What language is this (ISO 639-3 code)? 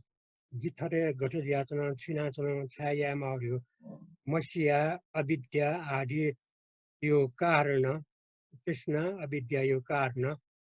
new